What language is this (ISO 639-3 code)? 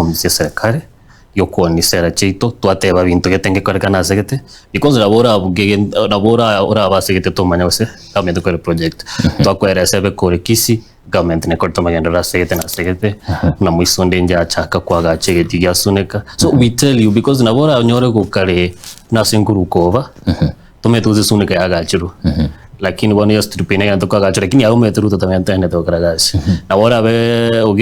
guz